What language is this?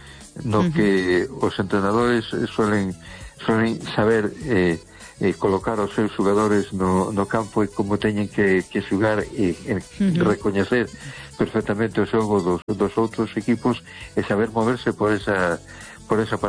Galician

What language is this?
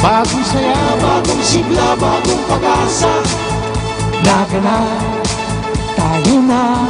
Bikol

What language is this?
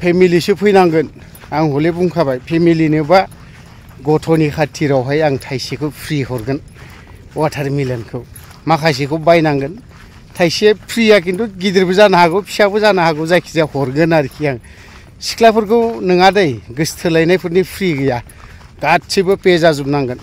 Bodo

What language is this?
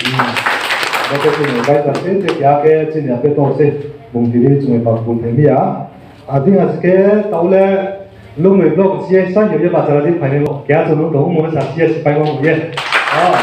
Riang (India)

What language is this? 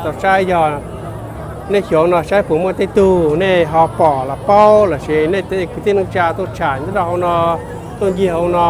Hmong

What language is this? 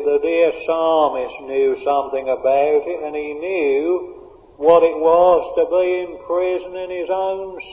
English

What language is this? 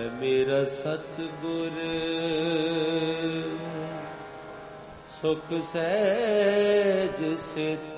Punjabi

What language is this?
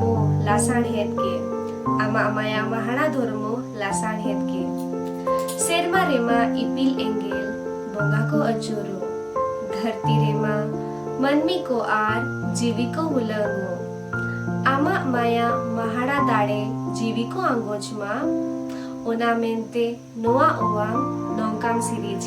Santali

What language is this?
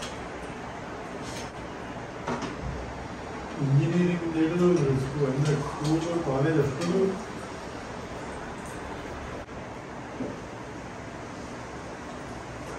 Kannada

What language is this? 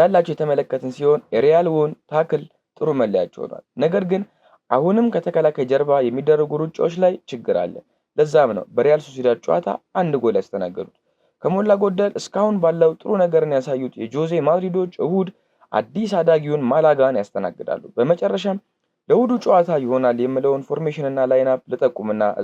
Amharic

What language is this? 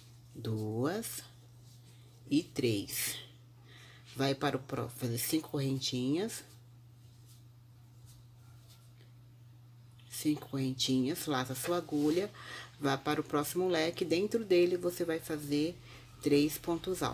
Portuguese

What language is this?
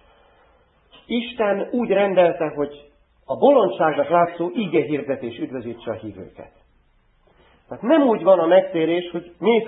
Hungarian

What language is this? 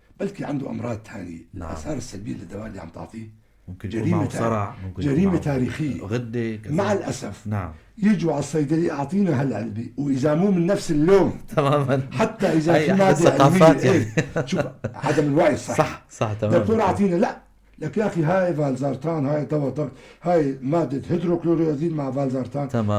North Levantine Arabic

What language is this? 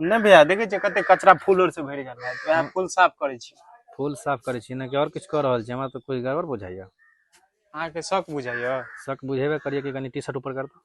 Maithili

